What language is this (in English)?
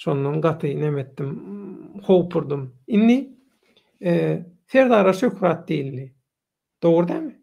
Turkmen